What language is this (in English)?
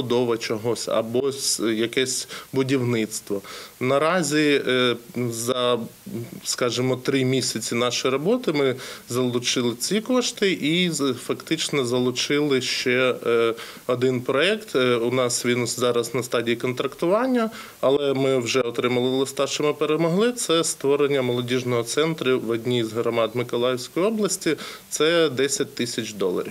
Ukrainian